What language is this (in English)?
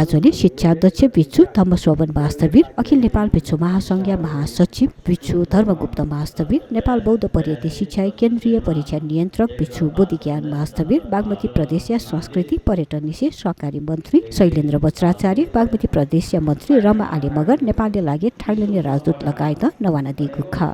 Newari